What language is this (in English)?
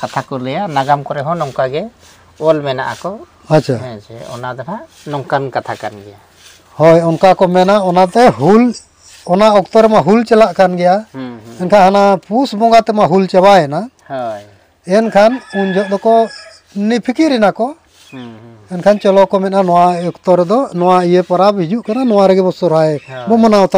Santali